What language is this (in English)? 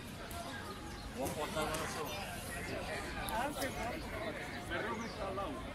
Basque